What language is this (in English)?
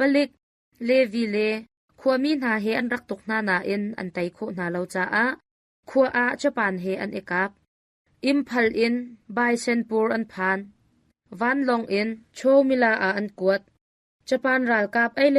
Hakha Chin